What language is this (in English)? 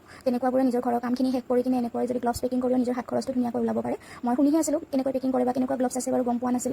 Assamese